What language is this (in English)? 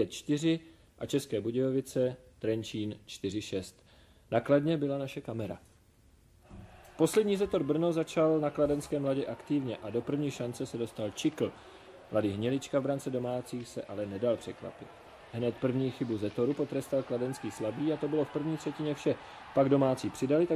Czech